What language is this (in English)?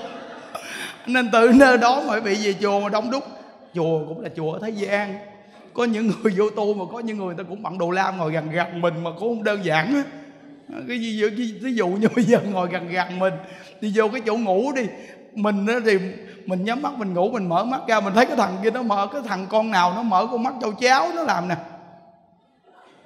Vietnamese